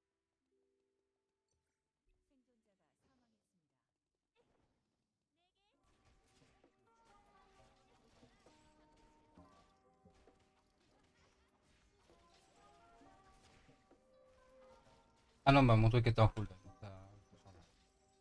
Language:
French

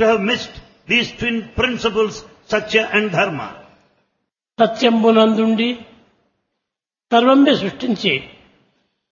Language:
Telugu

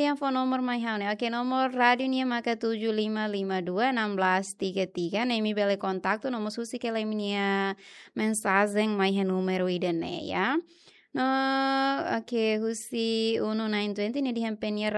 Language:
Tetum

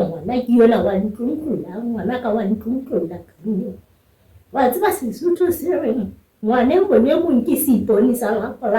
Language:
Southern Sotho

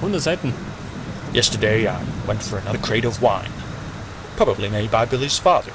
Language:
Bavarian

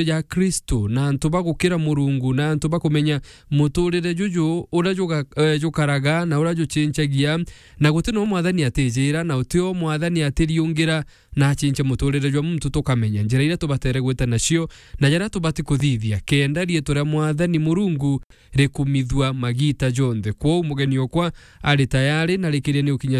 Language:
Meru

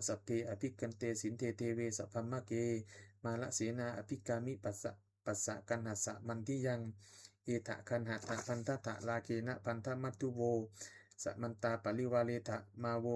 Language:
Pali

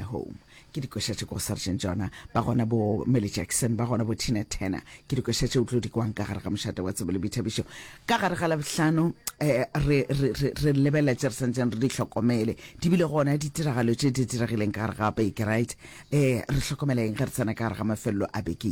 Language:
Northern Sotho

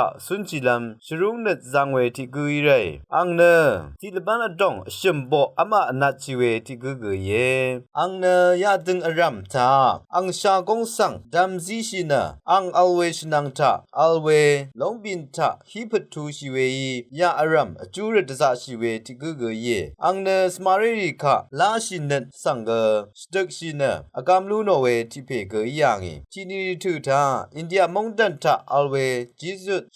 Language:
Rawang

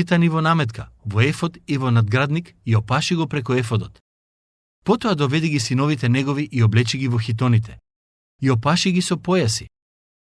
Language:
Macedonian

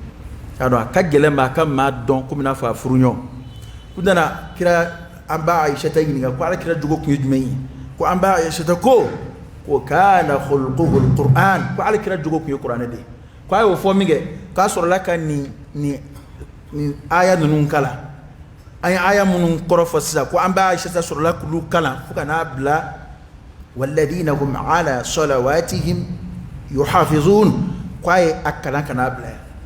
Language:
Dyula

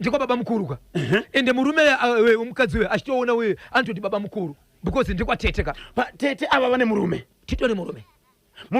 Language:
Shona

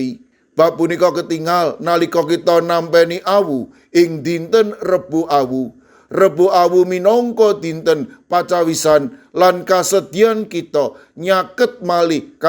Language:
Javanese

